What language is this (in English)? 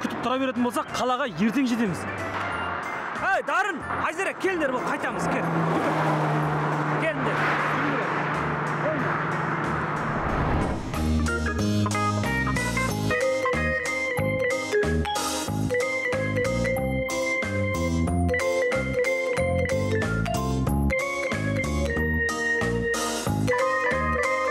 Kazakh